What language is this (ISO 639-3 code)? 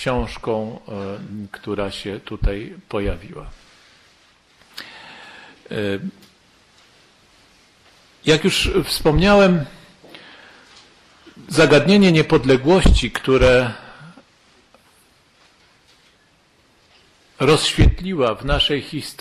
pol